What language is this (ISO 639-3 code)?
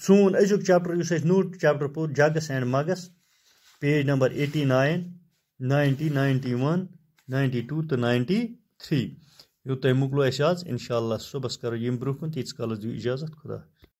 kas